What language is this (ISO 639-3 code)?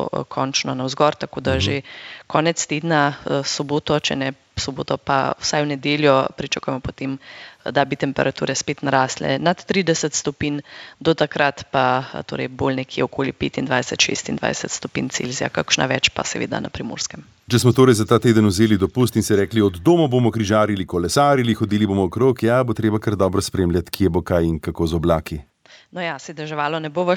slv